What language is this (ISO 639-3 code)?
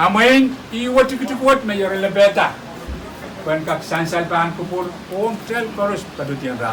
pon